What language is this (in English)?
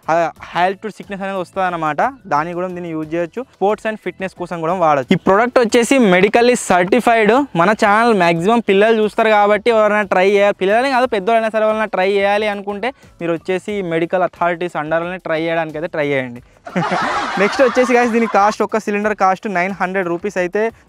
Telugu